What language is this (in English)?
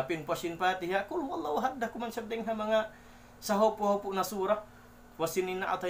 Tausug